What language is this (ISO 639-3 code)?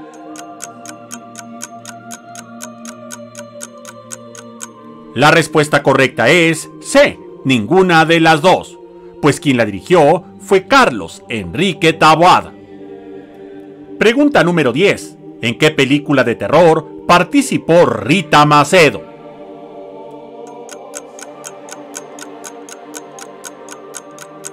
spa